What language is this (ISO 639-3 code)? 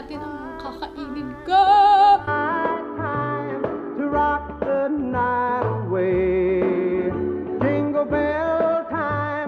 fil